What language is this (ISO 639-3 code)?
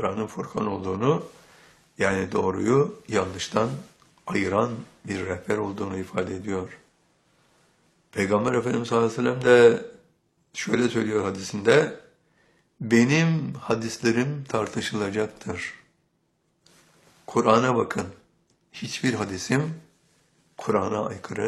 tur